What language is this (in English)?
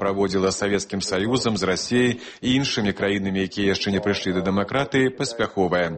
Belarusian